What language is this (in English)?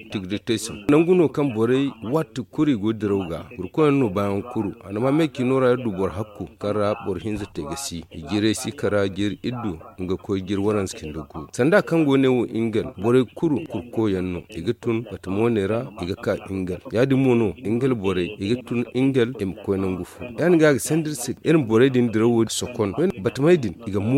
Zarma